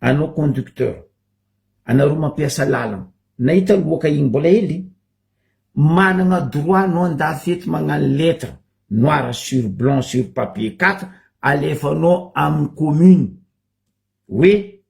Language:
Malagasy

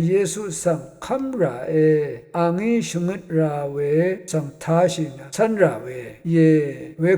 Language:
Rawang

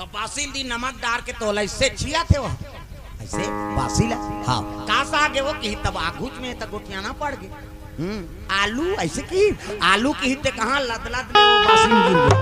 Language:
Chhattisgarhi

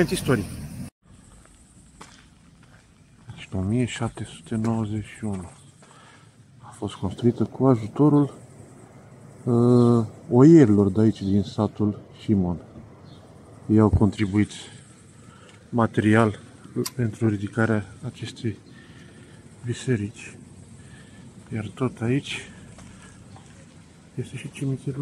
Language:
Romanian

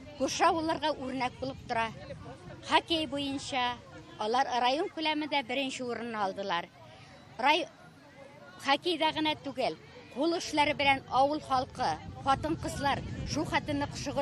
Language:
Tatar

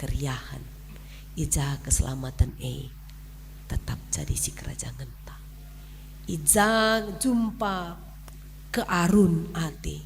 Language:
Batak Karo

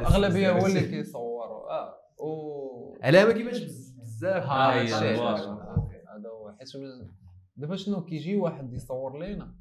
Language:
Moroccan Arabic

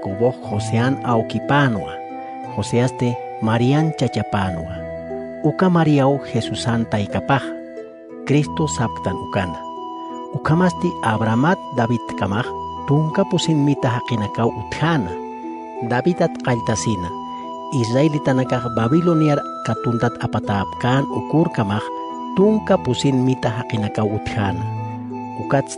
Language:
Aymara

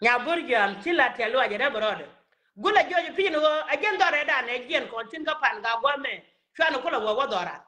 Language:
Nuer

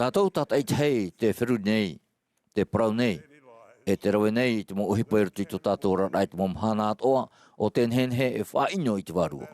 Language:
Tahitian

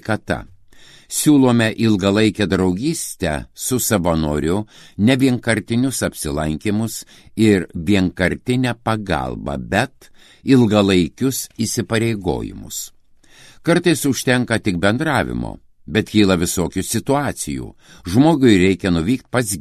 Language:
Lithuanian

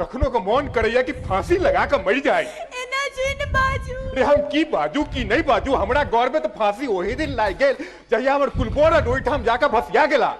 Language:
Maithili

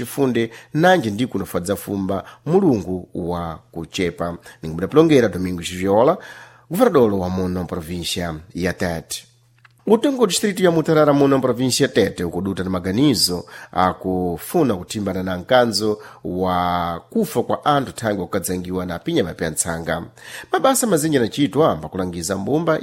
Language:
Sena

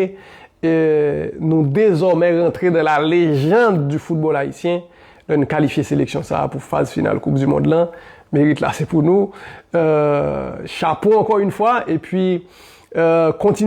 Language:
Haitian Creole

